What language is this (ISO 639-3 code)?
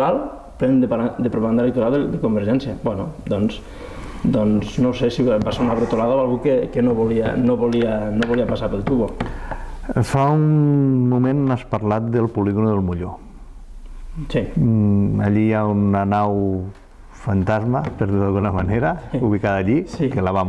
cat